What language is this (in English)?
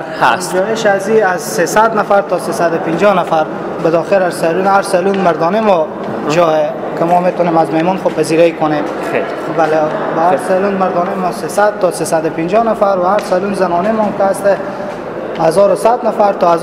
Persian